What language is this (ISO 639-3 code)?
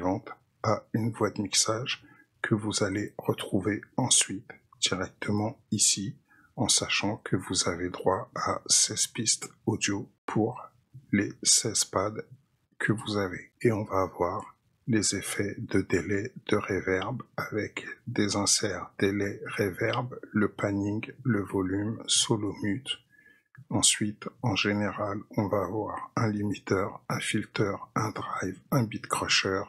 fra